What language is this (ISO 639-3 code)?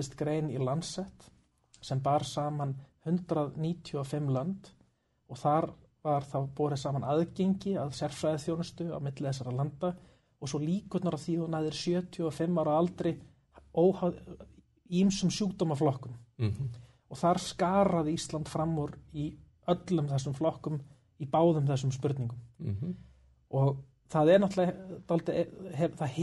isl